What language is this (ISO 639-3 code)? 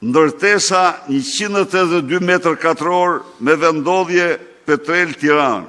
sqi